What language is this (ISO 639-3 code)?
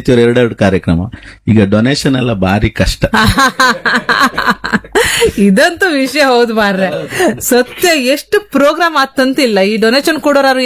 kan